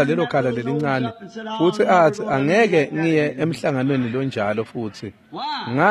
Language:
Swati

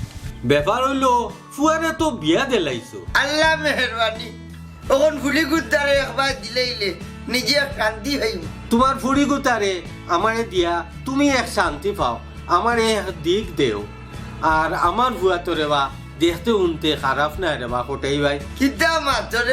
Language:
Sylheti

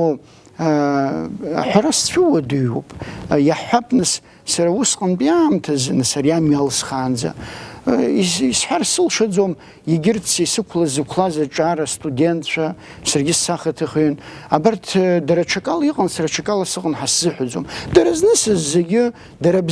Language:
Abkhazian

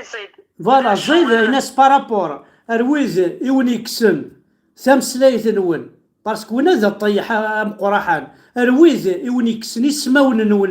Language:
Kabyle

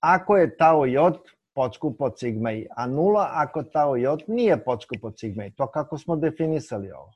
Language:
Serbian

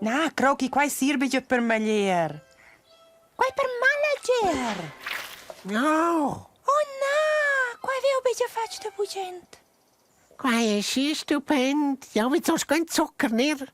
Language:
Romansh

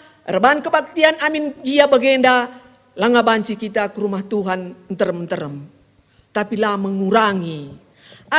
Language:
Batak Karo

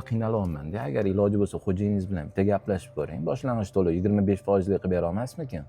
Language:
Uzbek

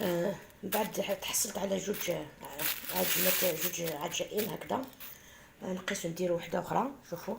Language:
Algerian Arabic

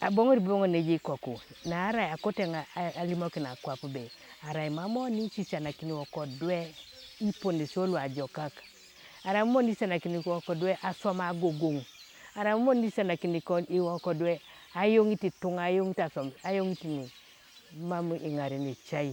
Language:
Teso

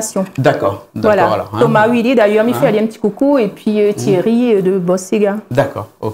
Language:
Réunion Creole French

